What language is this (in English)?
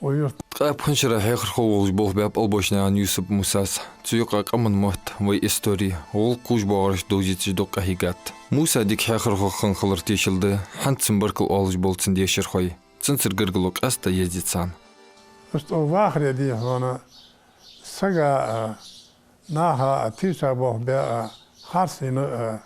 Ingush